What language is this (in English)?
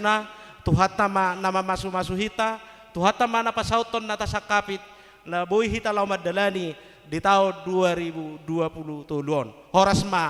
Batak Toba